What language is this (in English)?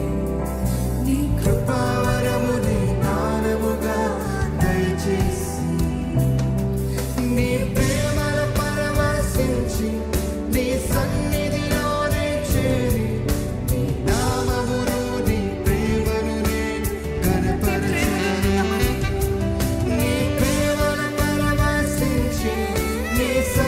Telugu